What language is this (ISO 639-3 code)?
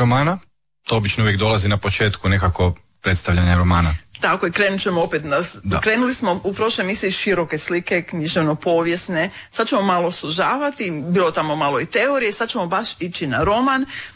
hrv